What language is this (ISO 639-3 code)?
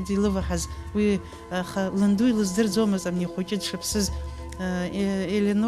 abk